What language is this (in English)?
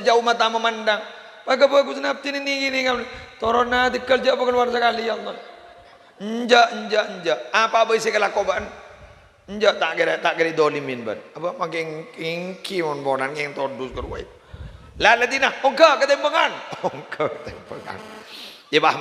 Madurese